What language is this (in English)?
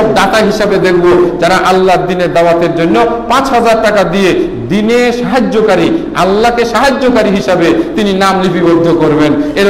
Bangla